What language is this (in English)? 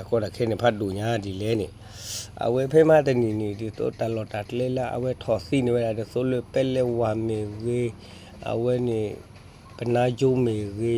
S'gaw Karen